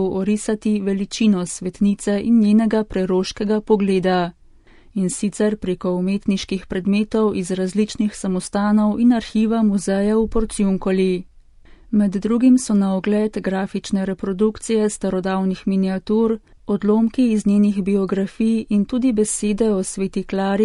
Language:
Slovenian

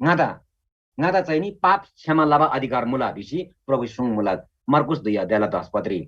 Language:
Eastern Tamang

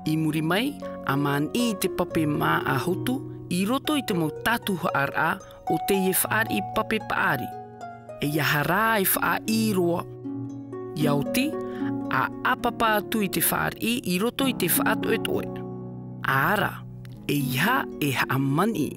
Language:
Tahitian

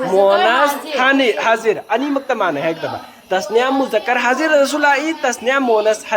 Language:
Manipuri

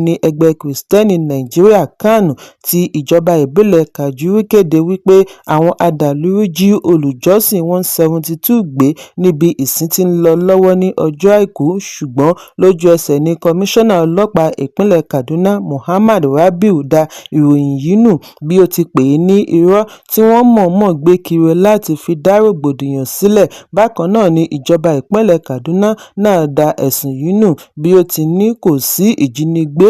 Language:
Yoruba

